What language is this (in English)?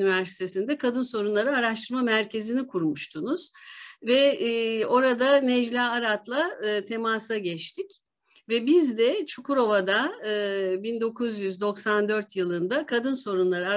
Turkish